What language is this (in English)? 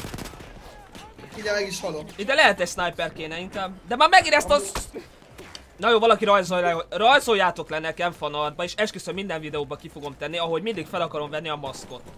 Hungarian